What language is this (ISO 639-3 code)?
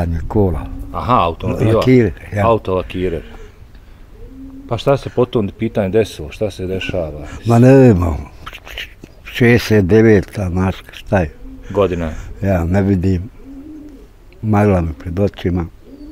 bos